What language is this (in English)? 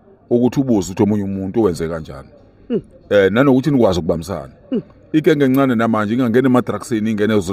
Zulu